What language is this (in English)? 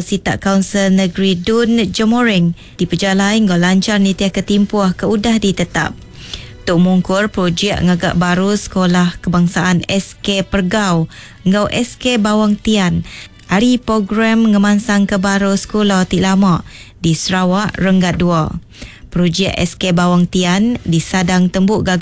Iban